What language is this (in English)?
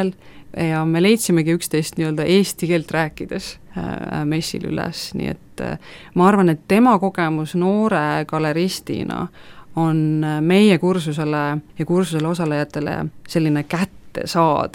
Estonian